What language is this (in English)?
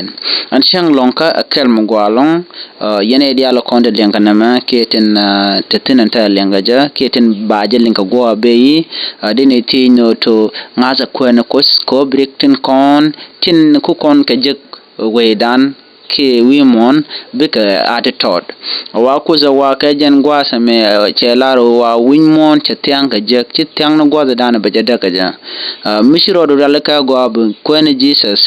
Nuer